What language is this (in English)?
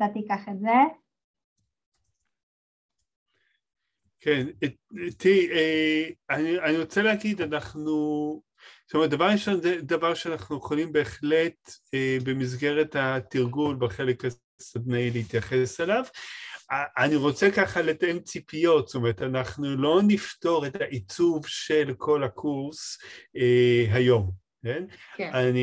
Hebrew